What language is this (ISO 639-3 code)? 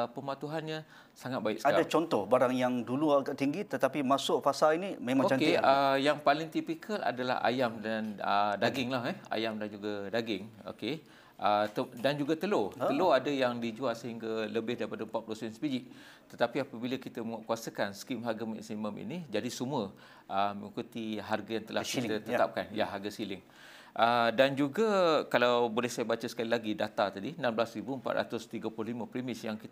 msa